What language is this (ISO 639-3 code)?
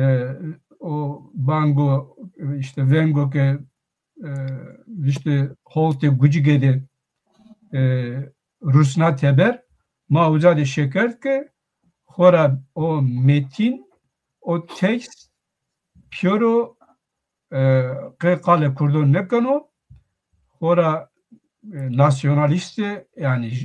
zza